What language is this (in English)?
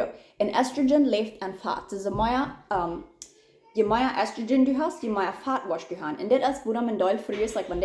Plautdietsch